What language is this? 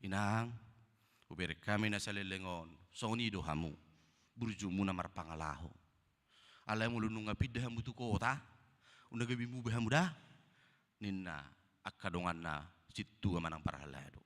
Batak Toba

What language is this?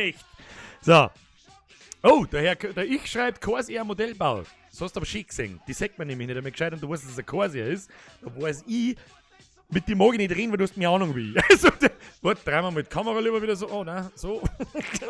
Bavarian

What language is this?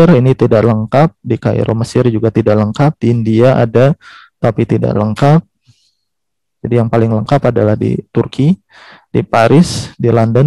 Indonesian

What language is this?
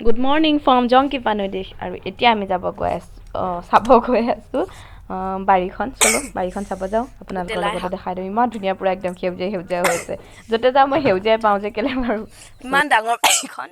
Assamese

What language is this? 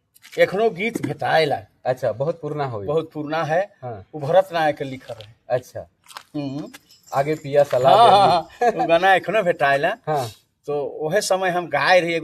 Sadri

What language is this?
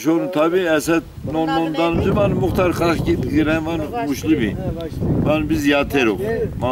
Zaza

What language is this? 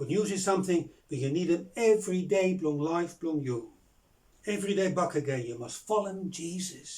Bislama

